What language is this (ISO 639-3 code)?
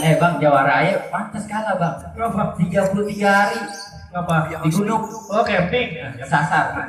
bew